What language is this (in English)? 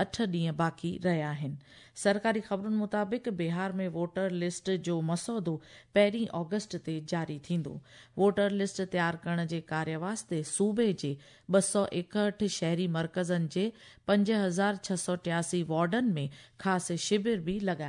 Sindhi